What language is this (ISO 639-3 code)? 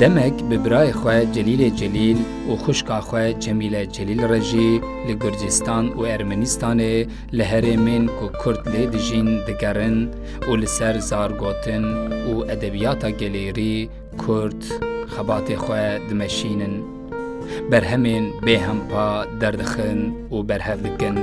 kur